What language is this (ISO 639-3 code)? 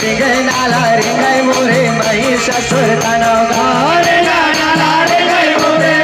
hne